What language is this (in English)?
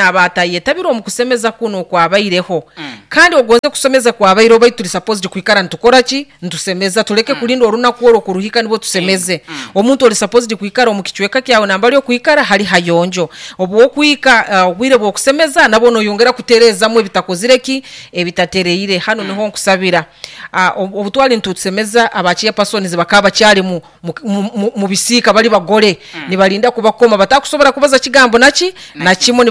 Nyoro